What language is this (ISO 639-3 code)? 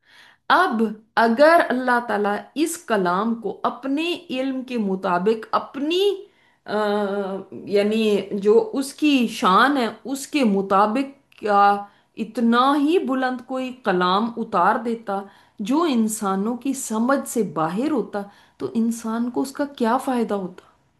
urd